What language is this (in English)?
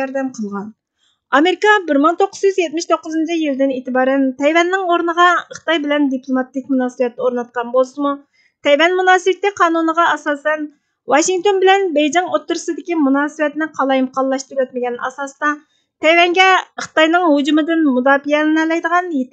Uyghur